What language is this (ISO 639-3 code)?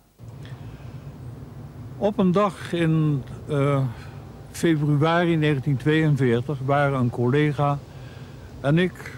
nld